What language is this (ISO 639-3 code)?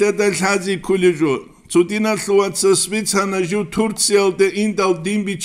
ava